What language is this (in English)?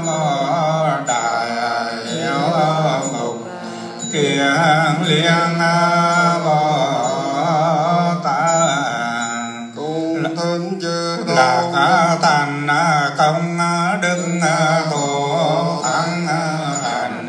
Vietnamese